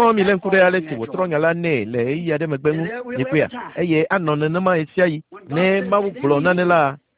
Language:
Ewe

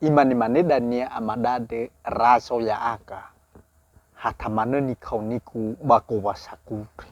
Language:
Nias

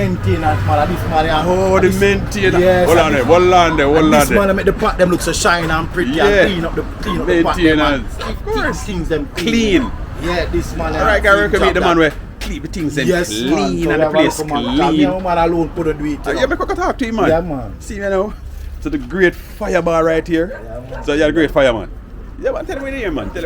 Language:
Jamaican Creole English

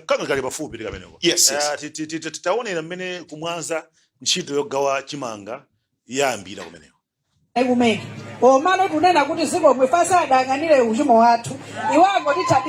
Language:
Nyanja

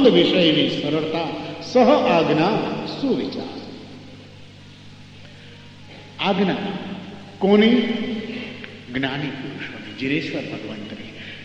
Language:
Gujarati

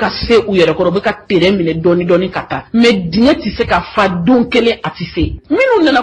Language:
Bambara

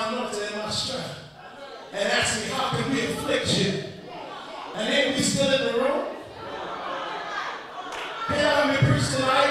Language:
English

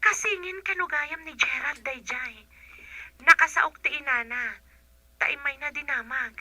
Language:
Iloko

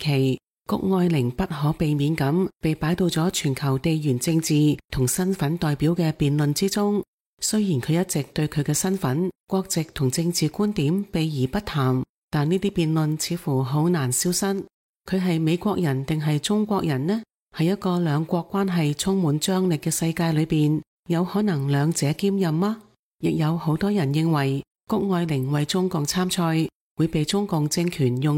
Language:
Cantonese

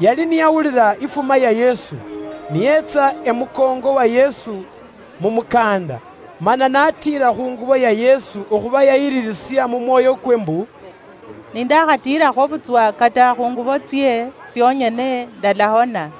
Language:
Luyia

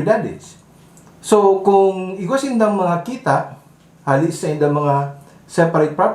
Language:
Bikol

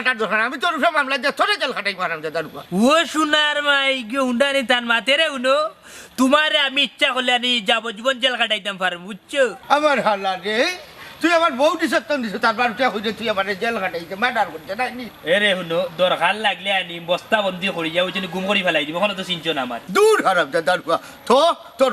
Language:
Sylheti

